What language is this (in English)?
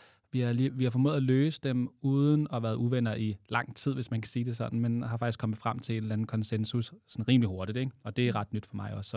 Danish